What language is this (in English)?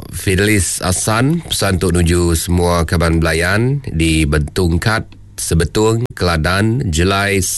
Iban